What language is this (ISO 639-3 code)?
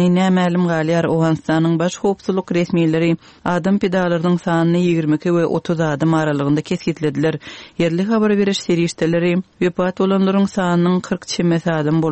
tuk